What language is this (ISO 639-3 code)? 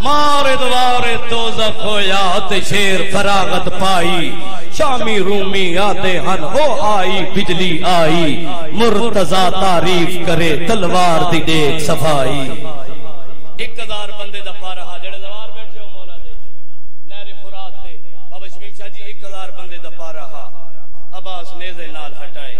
skr